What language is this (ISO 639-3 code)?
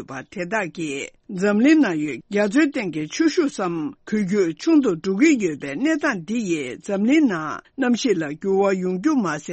bod